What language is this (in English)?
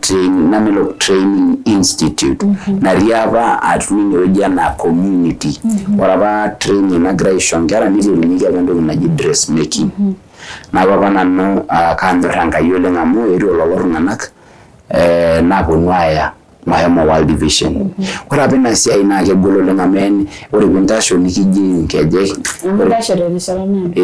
Masai